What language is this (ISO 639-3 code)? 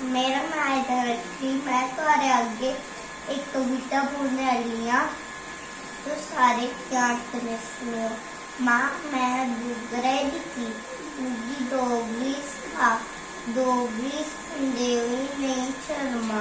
doi